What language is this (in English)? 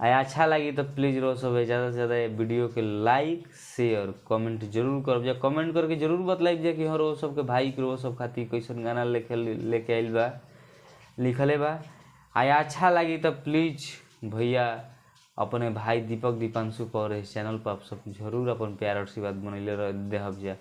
Bhojpuri